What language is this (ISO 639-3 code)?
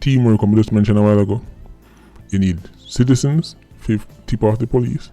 jam